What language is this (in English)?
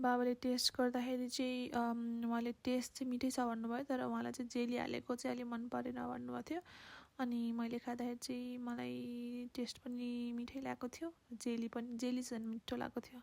Nepali